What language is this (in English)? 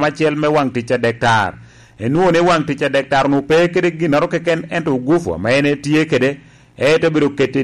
Lango (Uganda)